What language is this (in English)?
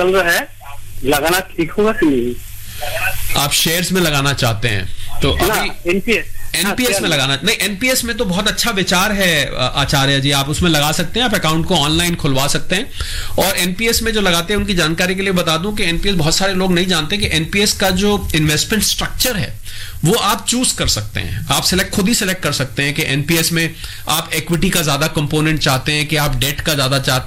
Hindi